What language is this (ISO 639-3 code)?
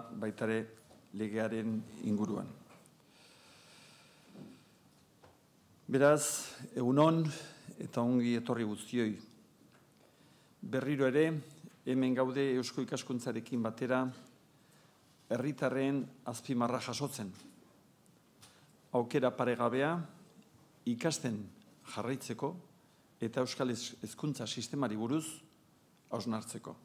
eus